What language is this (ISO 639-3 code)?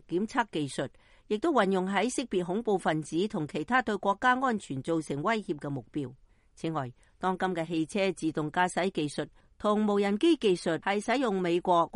yue